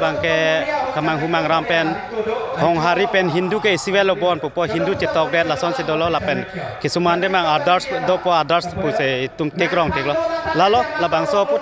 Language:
Karbi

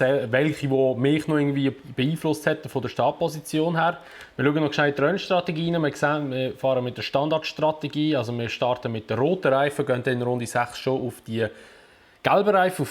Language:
Swiss German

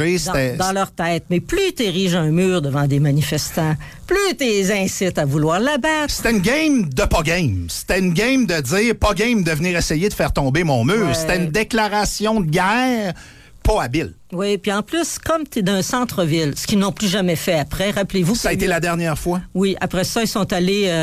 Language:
French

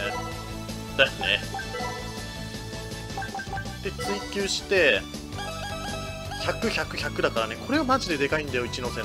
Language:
Japanese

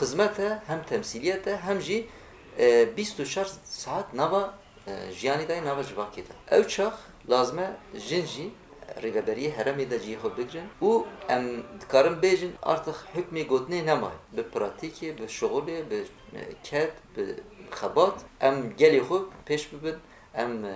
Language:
Kurdish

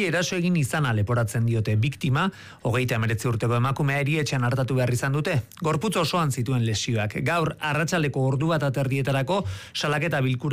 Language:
Basque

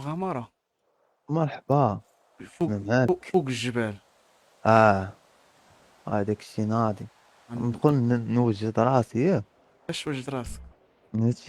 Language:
Moroccan Arabic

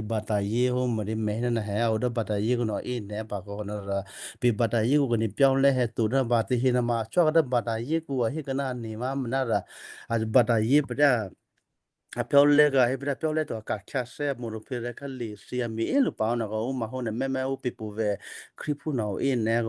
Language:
Western Kayah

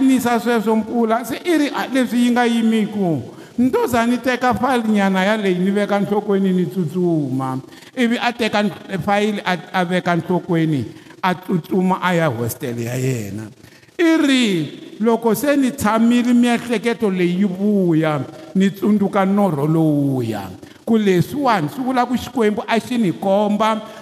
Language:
Tsonga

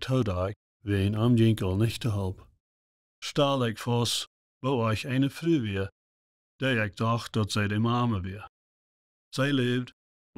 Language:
Plautdietsch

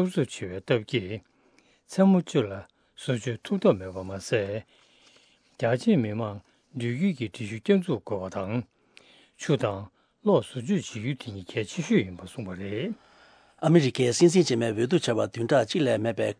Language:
Tibetan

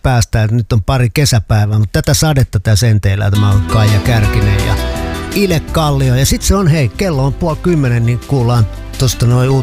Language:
Finnish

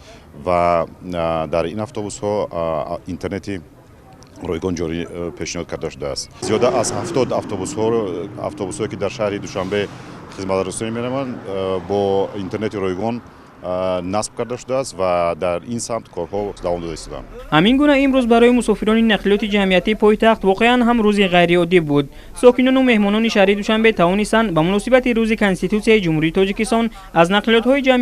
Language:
Tajik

